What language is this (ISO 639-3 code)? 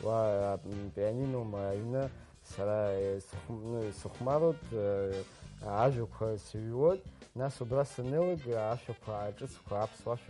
abk